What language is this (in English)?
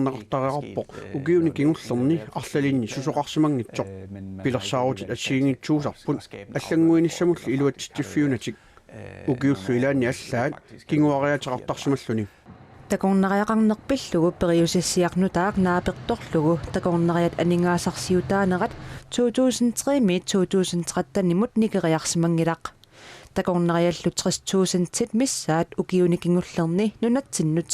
Kalaallisut